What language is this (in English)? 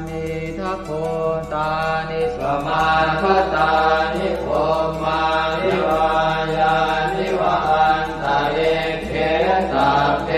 Pali